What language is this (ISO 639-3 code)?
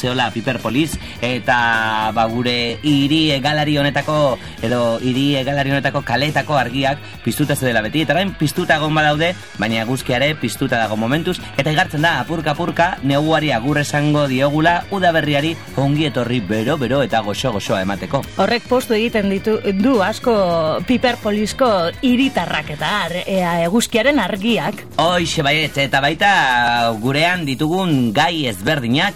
eus